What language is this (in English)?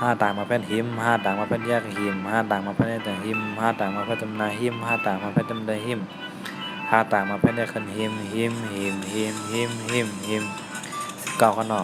Shan